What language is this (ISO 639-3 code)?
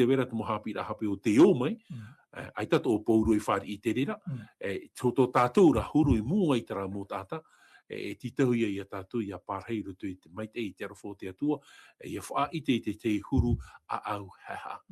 tah